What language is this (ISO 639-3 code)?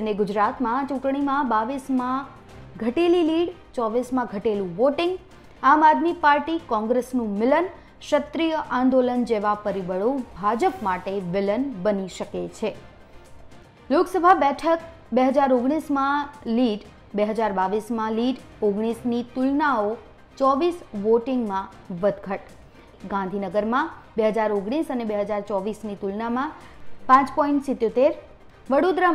guj